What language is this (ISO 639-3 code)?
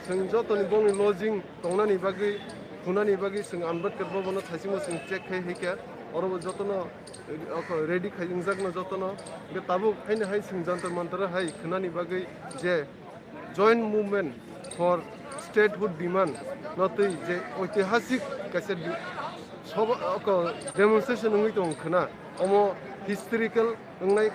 trp